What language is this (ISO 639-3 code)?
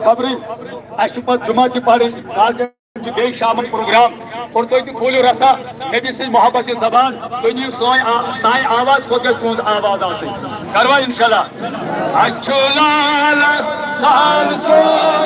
kas